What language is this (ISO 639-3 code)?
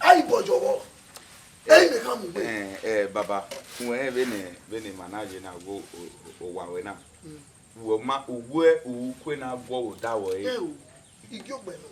bin